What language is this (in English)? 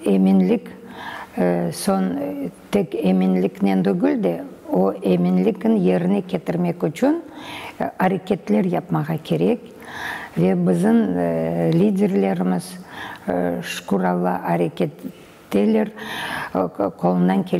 Crimean Tatar